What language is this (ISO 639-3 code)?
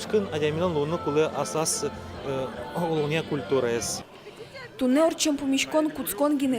udm